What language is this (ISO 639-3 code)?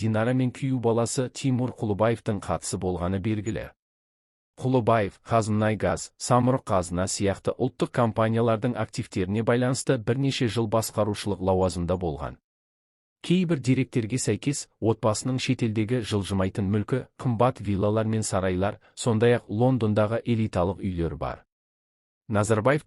kaz